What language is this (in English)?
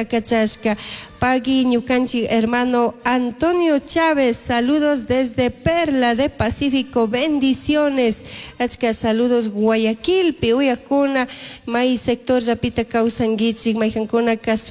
Chimborazo Highland Quichua